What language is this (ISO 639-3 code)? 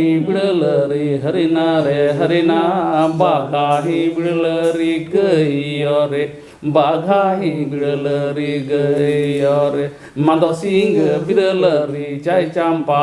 sat